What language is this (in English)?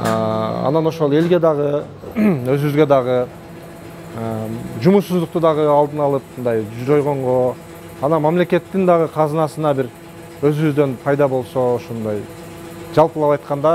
Kyrgyz